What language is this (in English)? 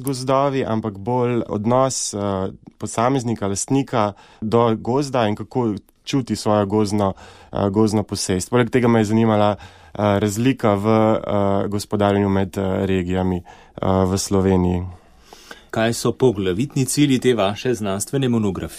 Slovenian